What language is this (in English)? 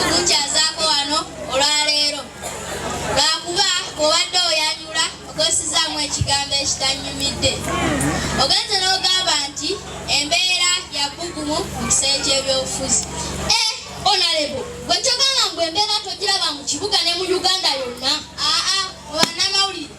Ganda